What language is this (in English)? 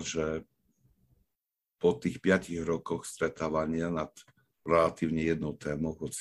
Slovak